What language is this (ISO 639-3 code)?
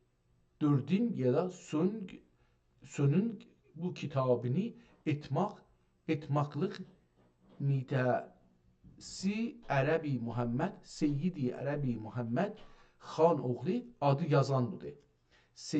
azb